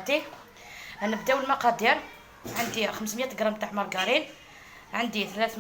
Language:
Algerian Arabic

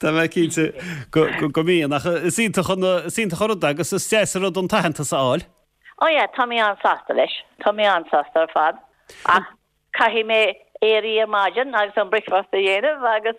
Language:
Irish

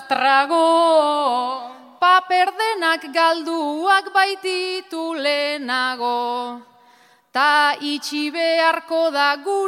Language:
Basque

